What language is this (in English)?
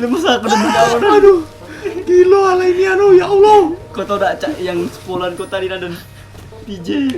Musi